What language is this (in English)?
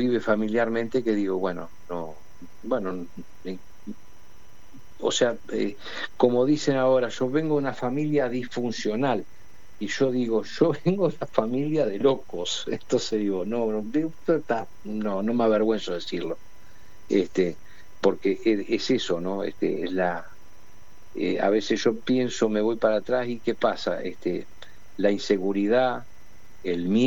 Spanish